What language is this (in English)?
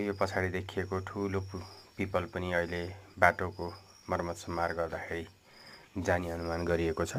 Nepali